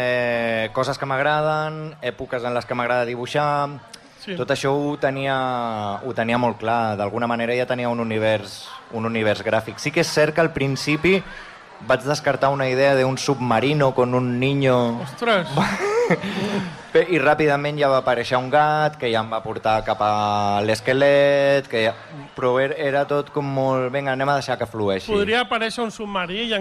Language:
Catalan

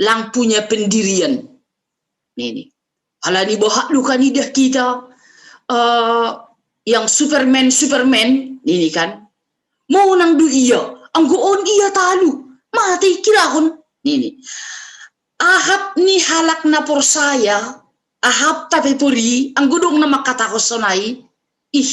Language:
Batak Simalungun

